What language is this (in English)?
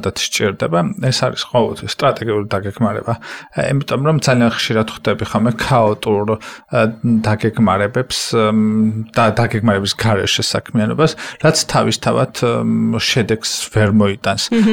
Georgian